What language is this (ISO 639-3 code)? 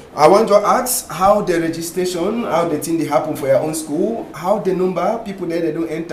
wes